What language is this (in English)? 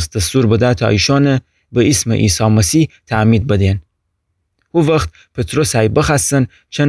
Gilaki